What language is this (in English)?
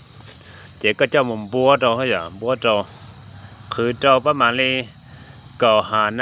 Hmong